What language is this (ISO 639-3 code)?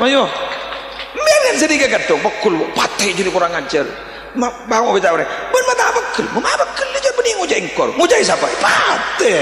mad